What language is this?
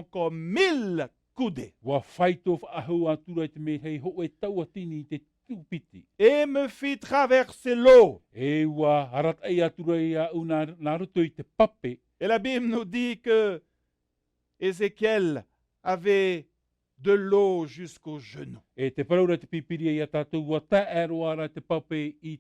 Tahitian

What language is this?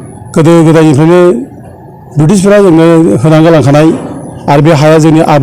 Bodo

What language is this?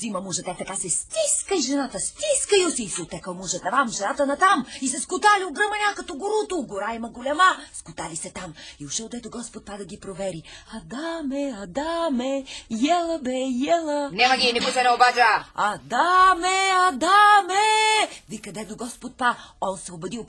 Bulgarian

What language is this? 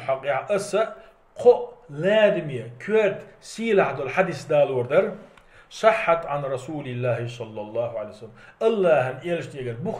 Chechen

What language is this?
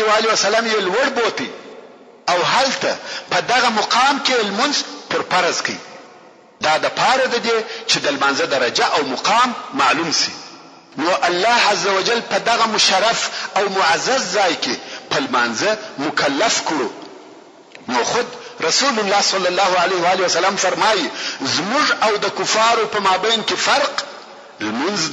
Pashto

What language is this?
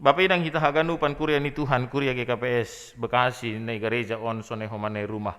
Batak Simalungun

